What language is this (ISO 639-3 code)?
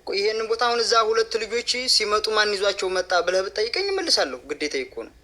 amh